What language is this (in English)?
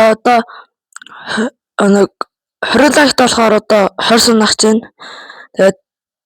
Mongolian